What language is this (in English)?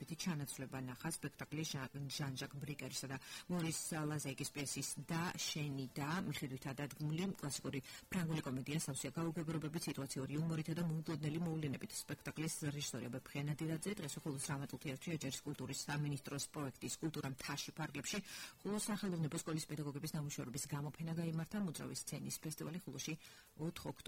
Georgian